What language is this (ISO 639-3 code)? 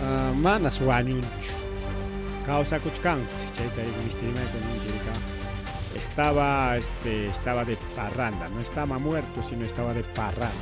quy